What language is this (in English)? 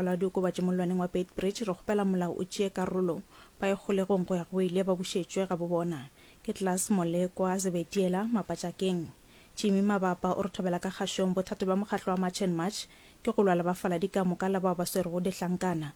Northern Sotho